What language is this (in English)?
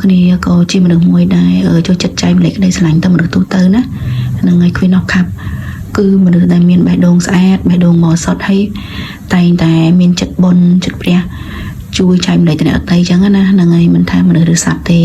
Khmer